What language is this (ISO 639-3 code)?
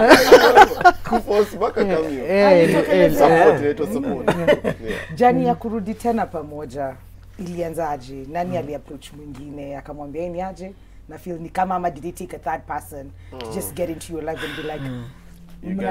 swa